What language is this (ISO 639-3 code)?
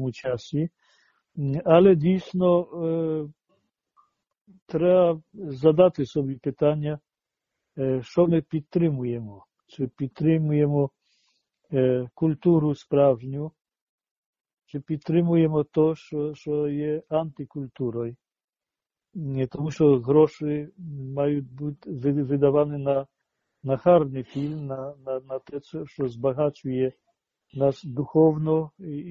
ukr